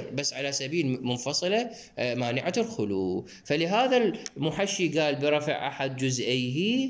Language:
Mesopotamian Arabic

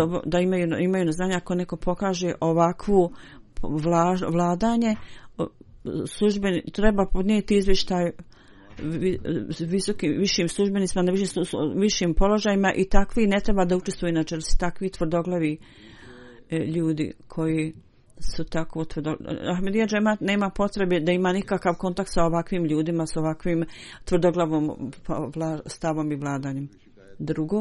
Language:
Bosnian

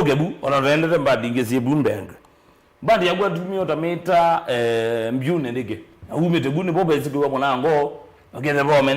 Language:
Kamba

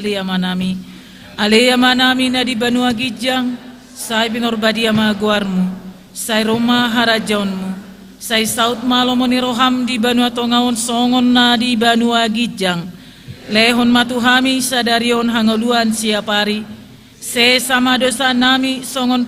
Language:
Batak Toba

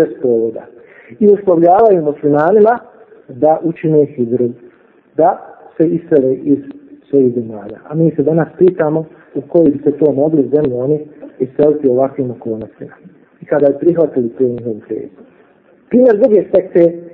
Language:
Bosnian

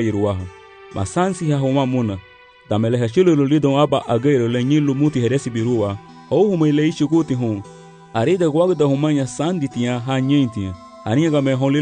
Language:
Garifuna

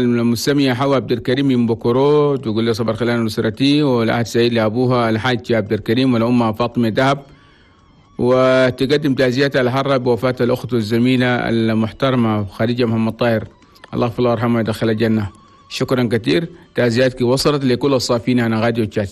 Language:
Chadian Arabic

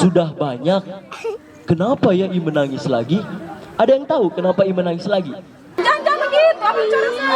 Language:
Ambonese Malay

